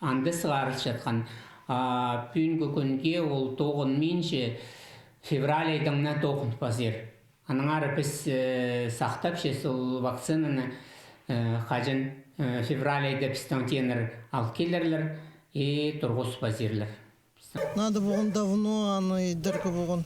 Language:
Khakas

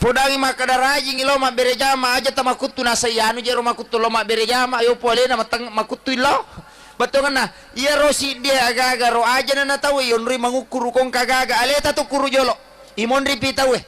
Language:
Buginese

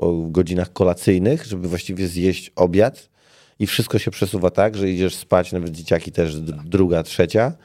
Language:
Polish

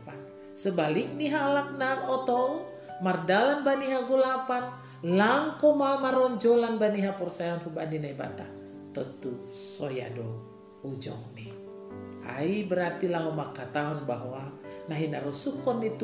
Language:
Batak Simalungun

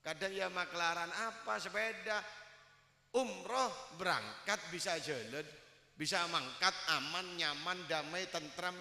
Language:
Madurese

